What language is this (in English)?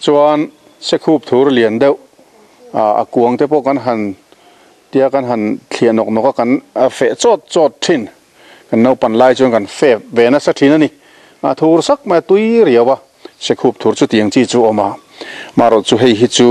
Mizo